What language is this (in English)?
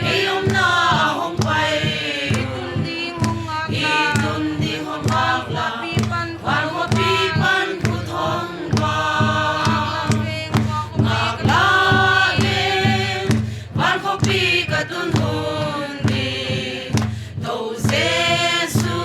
Paite Chin